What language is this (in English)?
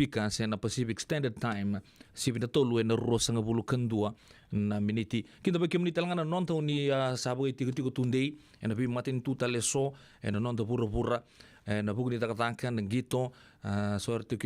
Fijian